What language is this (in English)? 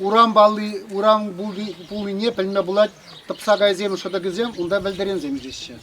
Chuvash